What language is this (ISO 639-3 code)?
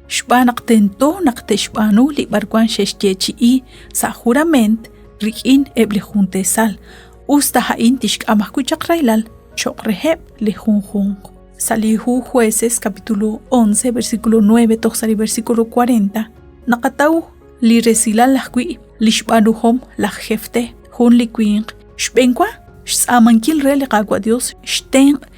kek